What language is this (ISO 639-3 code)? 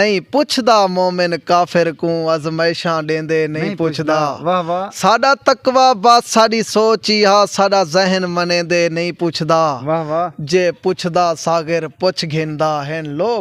skr